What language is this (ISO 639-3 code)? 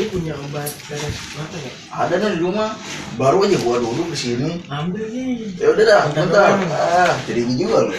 bew